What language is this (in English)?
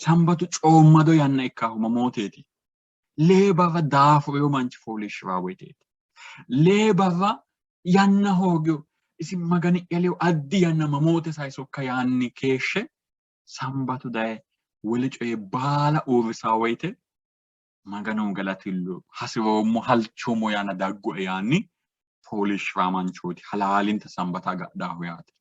Sidamo